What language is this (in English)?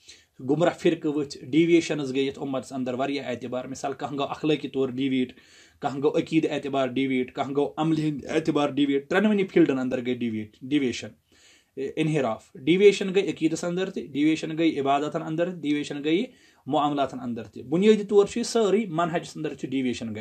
Kashmiri